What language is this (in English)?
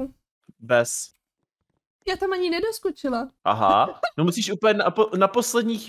Czech